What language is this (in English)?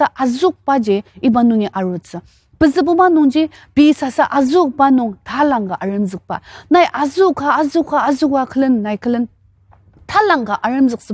Ao Naga